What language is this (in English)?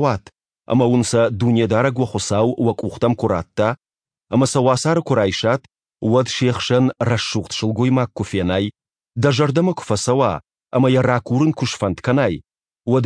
Ossetic